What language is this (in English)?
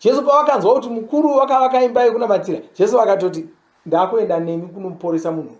Shona